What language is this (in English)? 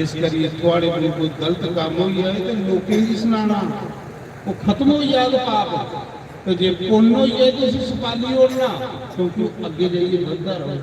Dogri